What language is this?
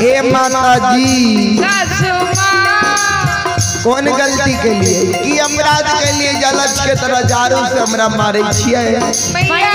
Maithili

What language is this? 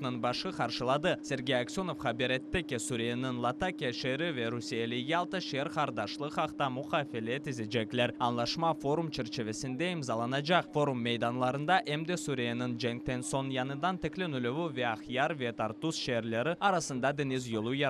Crimean Tatar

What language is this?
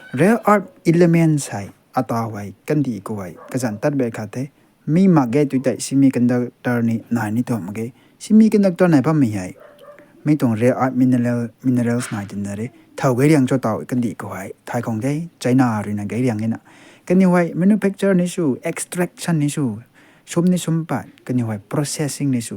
Rongmei Naga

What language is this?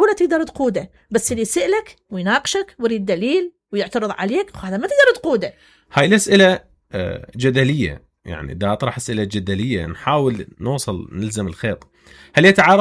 Mesopotamian Arabic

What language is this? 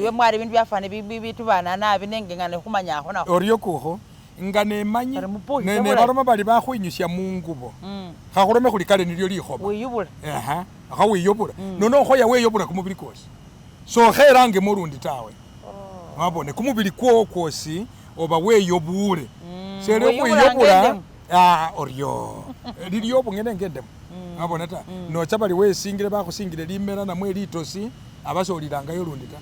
Masaaba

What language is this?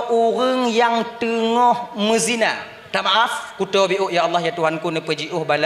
Achinese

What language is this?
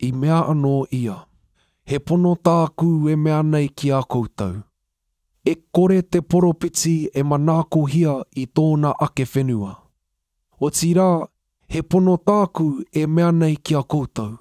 Māori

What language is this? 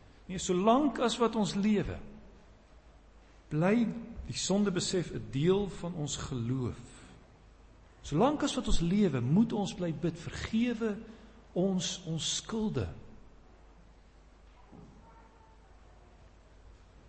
Afrikaans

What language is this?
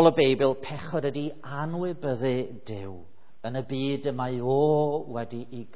Welsh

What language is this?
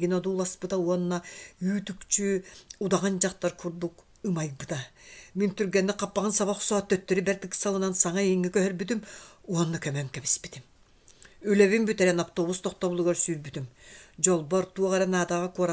Yakut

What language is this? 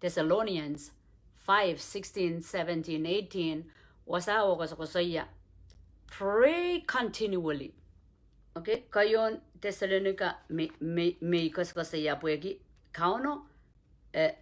Pohnpeian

